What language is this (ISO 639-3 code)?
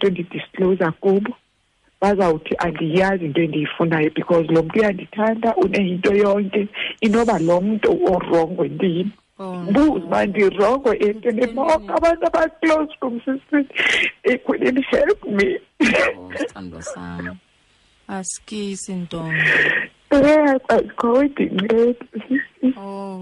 xho